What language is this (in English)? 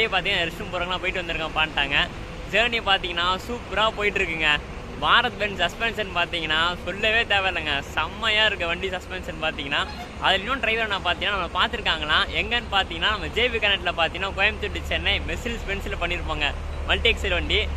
Tamil